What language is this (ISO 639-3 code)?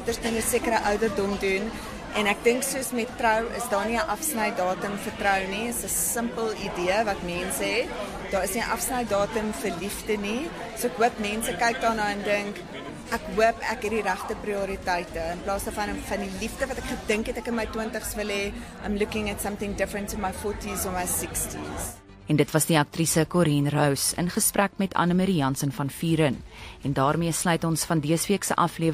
afr